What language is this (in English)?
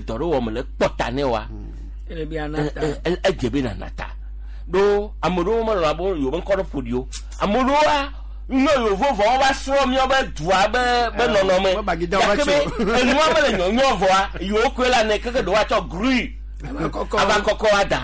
Gen